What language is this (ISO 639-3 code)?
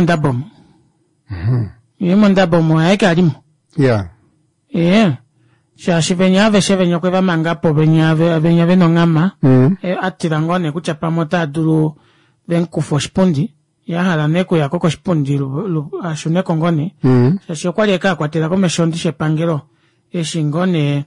kua